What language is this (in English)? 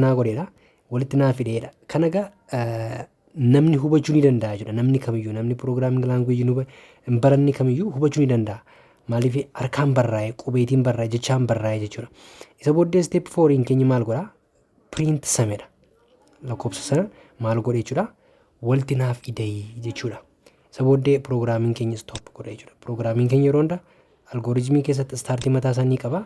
Oromo